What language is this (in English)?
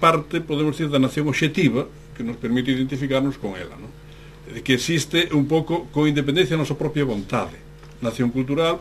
Galician